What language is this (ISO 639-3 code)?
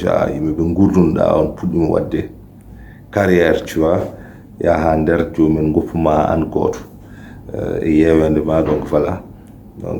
ful